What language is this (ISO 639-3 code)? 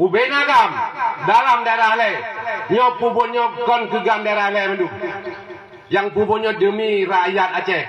ace